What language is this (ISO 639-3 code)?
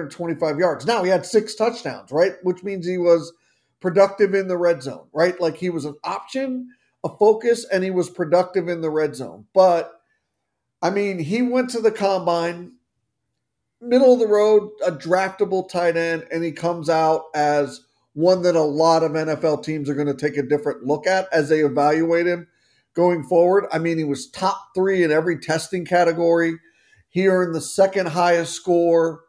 eng